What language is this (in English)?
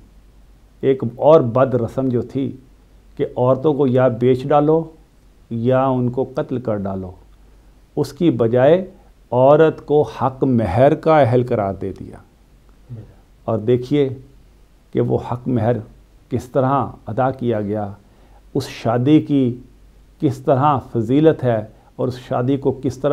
Urdu